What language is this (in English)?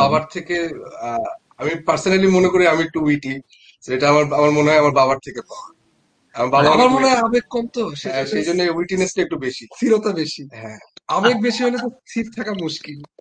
Bangla